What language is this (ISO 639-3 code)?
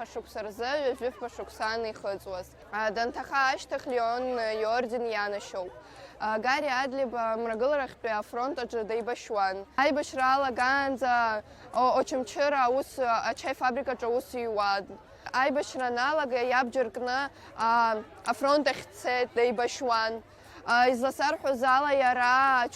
abk